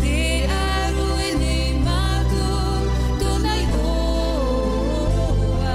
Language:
Tahitian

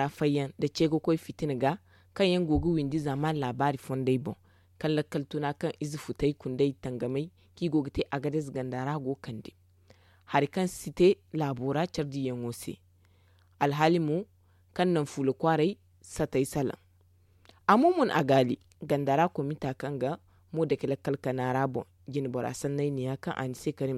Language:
Zarma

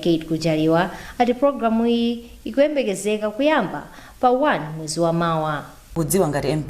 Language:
Nyanja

